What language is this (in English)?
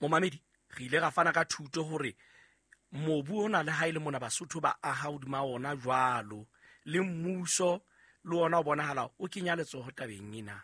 Southern Sotho